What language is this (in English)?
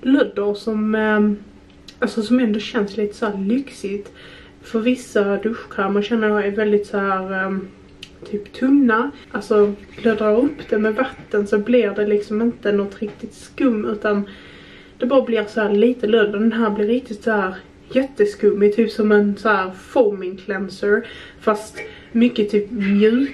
Swedish